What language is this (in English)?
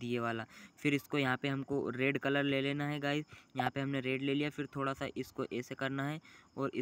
Hindi